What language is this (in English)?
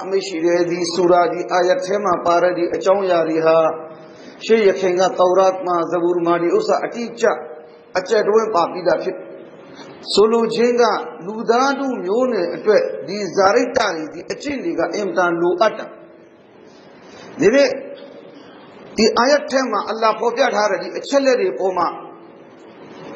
Burmese